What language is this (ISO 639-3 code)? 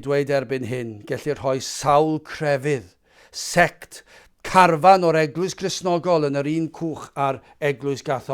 cym